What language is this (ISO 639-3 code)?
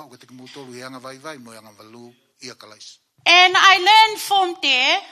ton